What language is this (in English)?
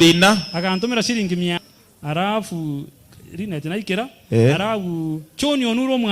Gusii